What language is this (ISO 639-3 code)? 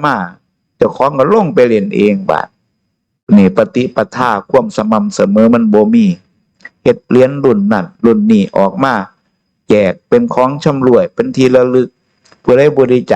tts